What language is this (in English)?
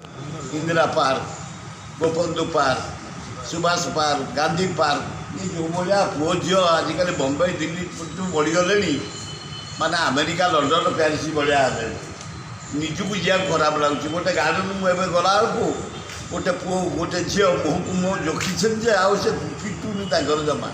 Odia